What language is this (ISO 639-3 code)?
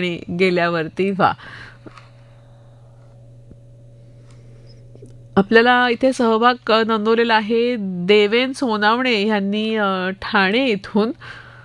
mar